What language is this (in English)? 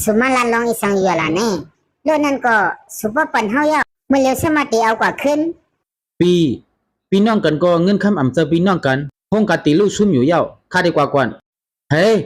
Shan